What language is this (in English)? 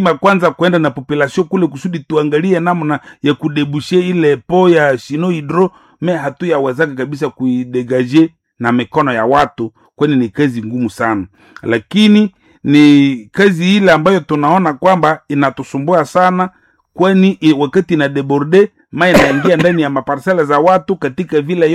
Swahili